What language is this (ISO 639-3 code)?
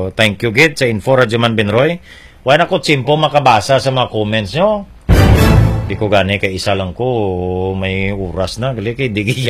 hil